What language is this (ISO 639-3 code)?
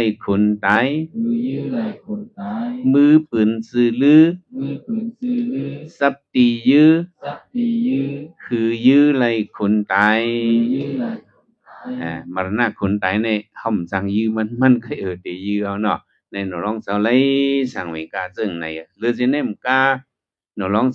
shn